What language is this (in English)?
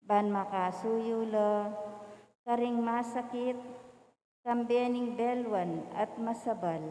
Pampanga